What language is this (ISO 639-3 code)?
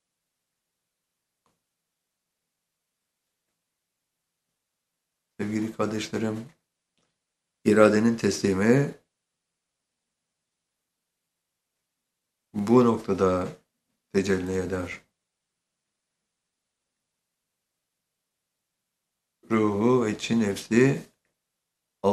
tur